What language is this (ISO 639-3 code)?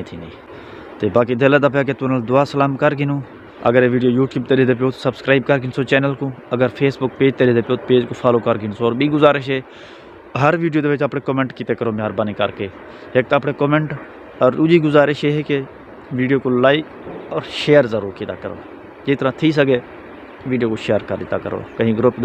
skr